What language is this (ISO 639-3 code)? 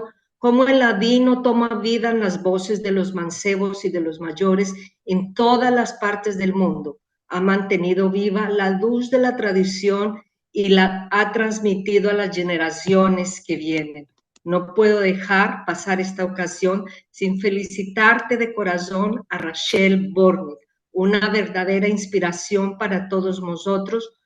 lad